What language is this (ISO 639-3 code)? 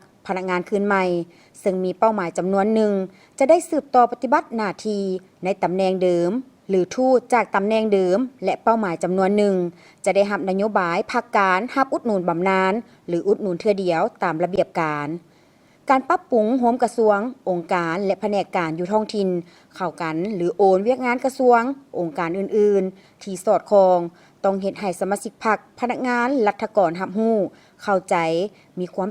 lao